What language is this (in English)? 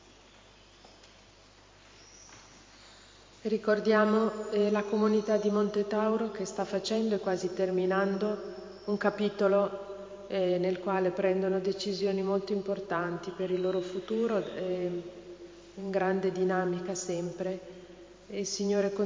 Italian